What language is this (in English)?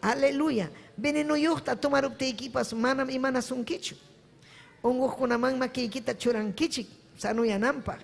Ayacucho Quechua